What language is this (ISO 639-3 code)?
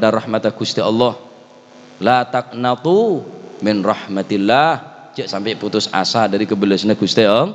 mad